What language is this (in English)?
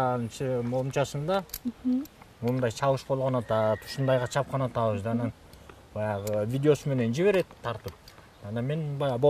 Kyrgyz